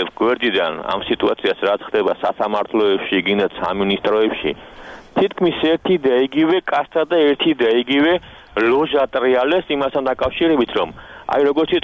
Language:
Georgian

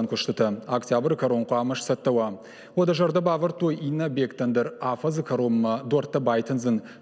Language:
Ossetic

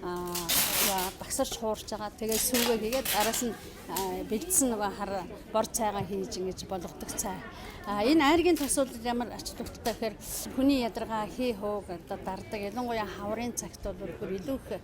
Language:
Mongolian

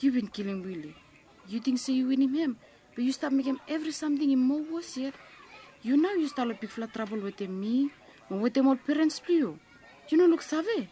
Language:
Bislama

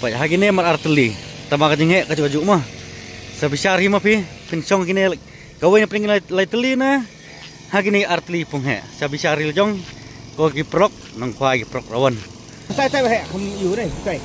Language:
Khasi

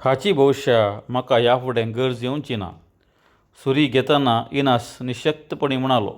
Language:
Konkani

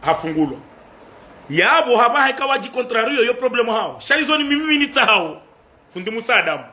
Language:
Ngazidja Comorian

